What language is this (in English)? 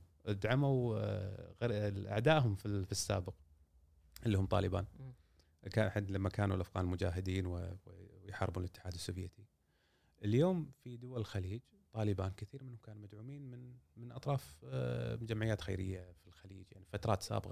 Gulf Arabic